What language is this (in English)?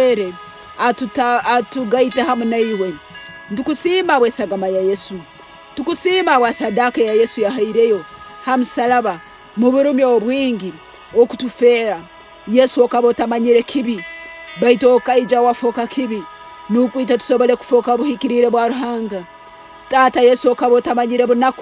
Tooro